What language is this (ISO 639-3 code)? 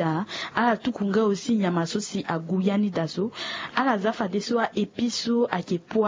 sag